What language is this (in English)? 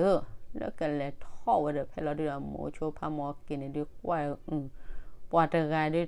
S'gaw Karen